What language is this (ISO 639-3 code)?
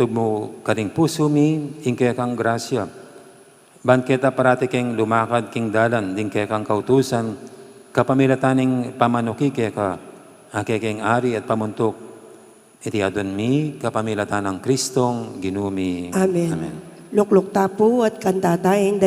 pam